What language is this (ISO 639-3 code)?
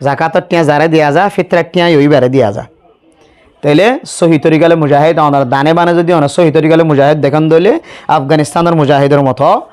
rhg